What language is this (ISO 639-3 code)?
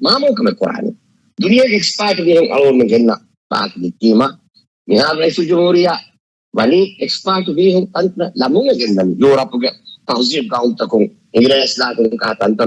div